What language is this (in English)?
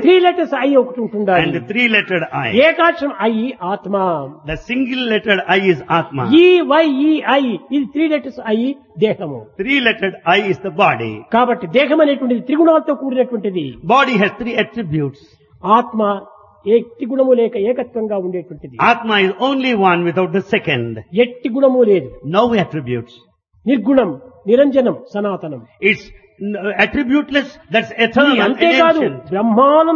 Telugu